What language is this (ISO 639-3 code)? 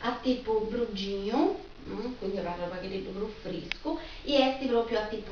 srd